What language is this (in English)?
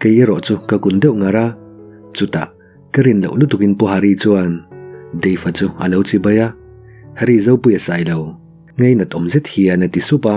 Mizo